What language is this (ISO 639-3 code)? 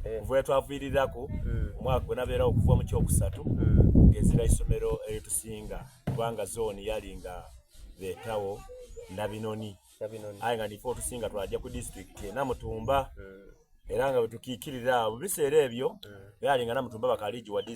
xog